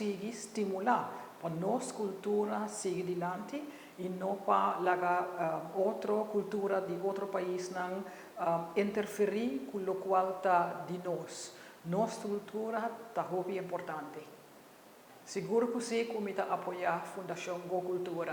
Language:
Papiamento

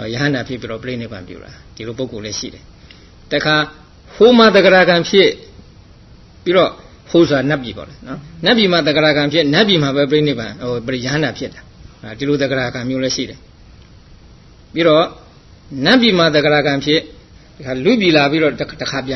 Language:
Burmese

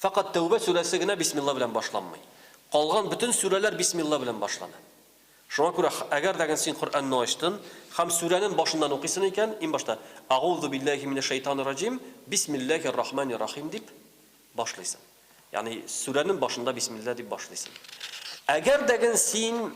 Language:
Tatar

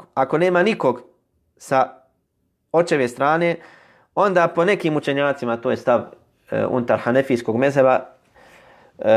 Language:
Bosnian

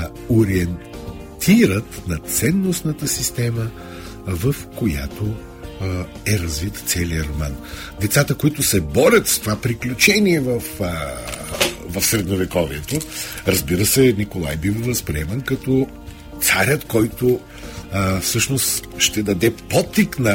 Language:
Bulgarian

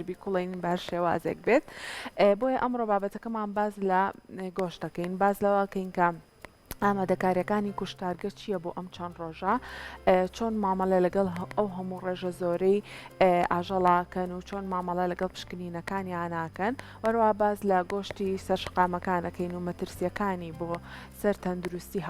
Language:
Central Kurdish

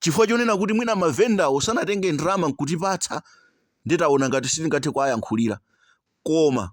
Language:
Nyanja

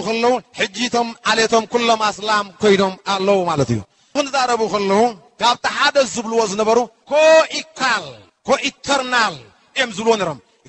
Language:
Tigrinya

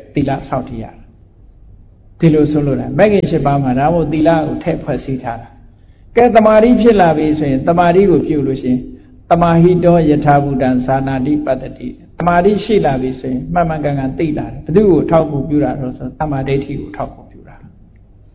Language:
Burmese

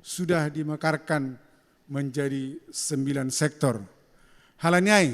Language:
Batak Simalungun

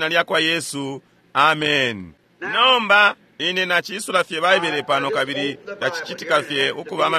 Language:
Bemba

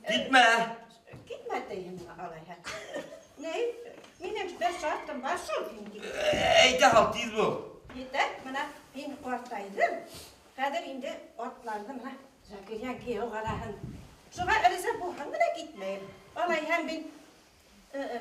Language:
Bashkir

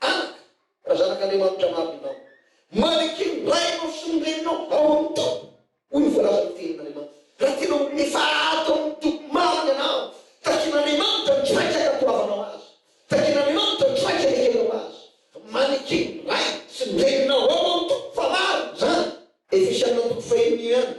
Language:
Malagasy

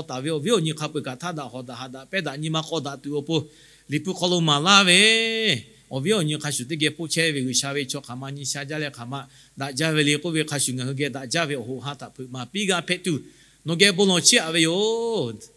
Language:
Lahu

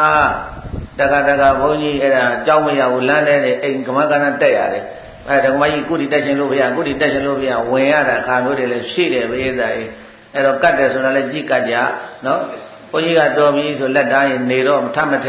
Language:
Burmese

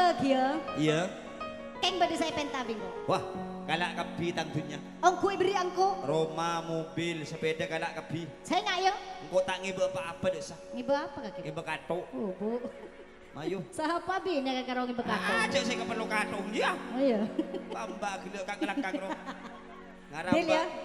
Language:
Madurese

